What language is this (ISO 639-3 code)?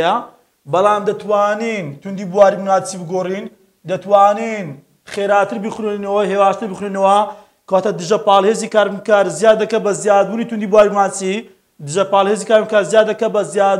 ckb